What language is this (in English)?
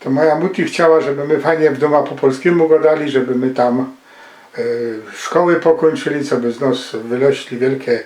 Silesian